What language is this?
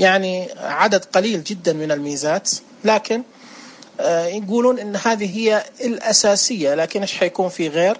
Najdi Arabic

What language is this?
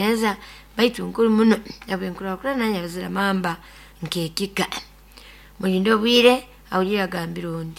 Nyoro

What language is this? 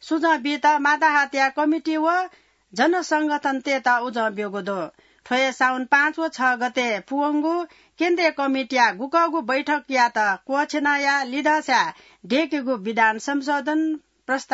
Newari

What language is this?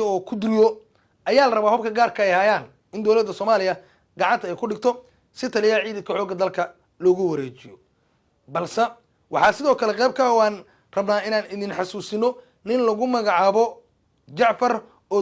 Somali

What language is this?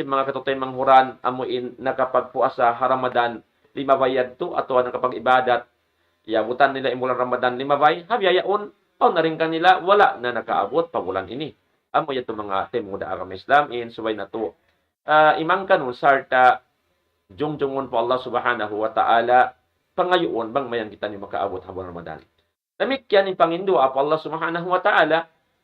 Tausug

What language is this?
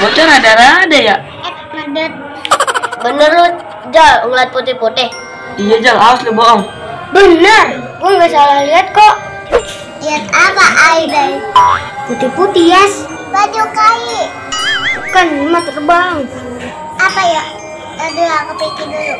Betawi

